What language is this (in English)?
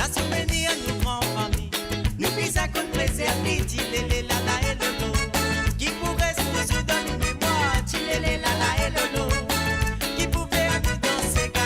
Morisyen